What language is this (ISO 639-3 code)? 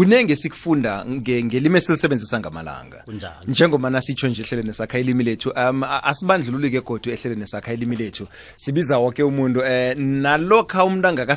nbl